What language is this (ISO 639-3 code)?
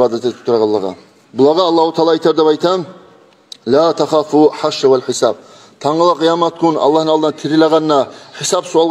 kum